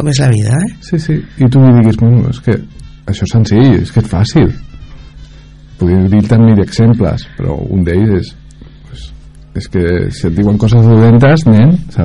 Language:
Catalan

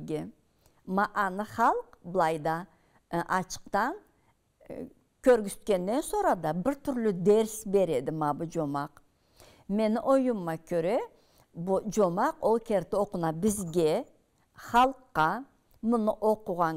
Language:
Karachay-Balkar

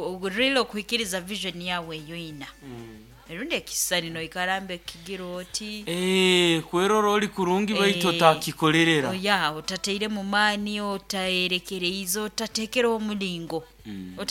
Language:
Nyoro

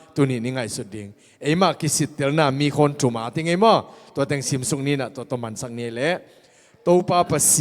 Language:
Tedim Chin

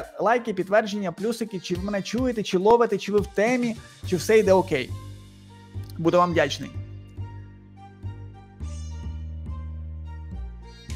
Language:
Ukrainian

